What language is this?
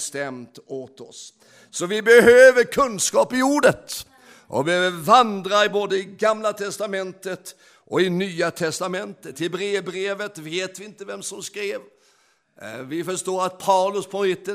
Swedish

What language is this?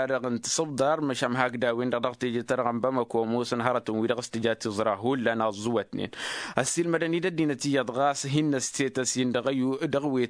Tamasheq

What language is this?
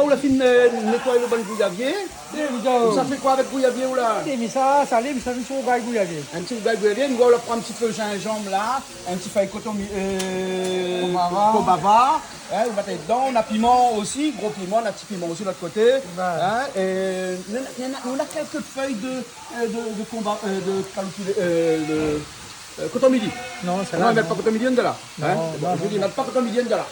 Réunion Creole French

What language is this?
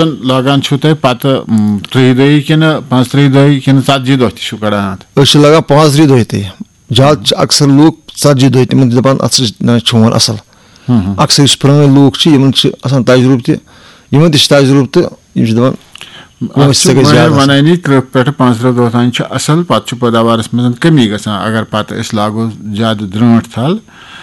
Kashmiri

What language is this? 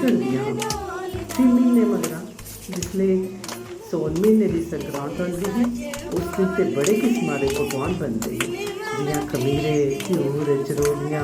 Dogri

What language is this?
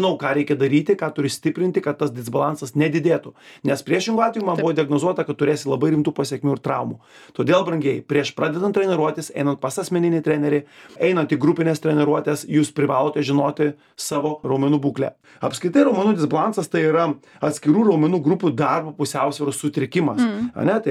Lithuanian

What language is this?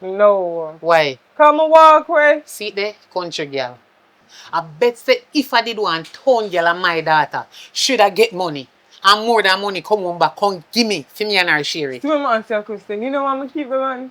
Jamaican Creole English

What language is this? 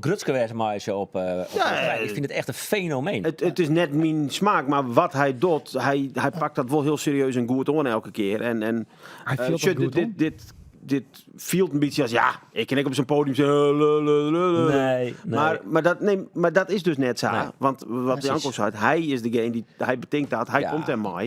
Western Frisian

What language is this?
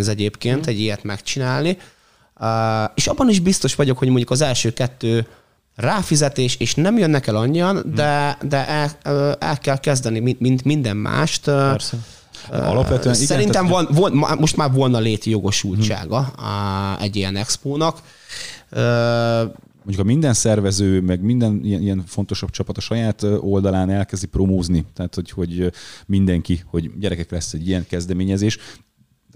Hungarian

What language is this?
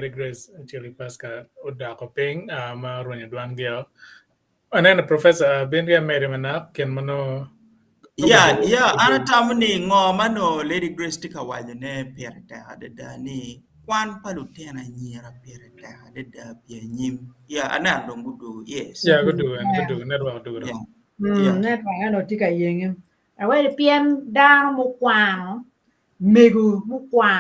Acoli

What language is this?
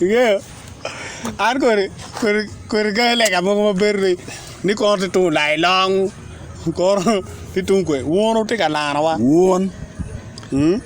Acoli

